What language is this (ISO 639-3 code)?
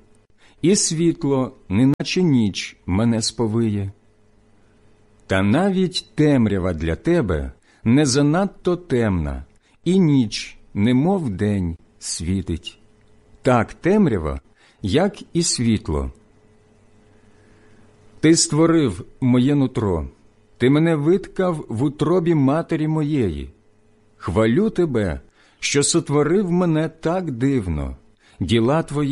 ukr